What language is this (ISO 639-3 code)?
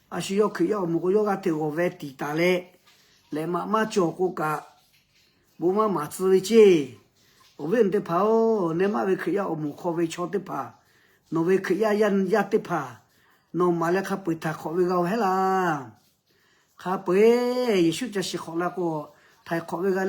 lhu